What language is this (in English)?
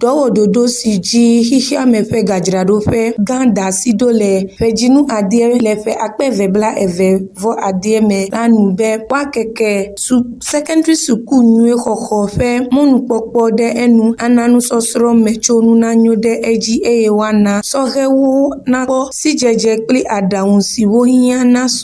Ewe